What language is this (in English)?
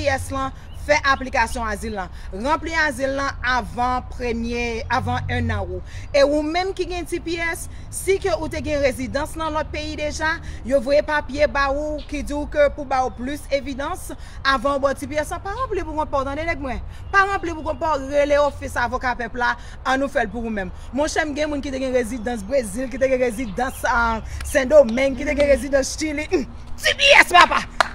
Haitian Creole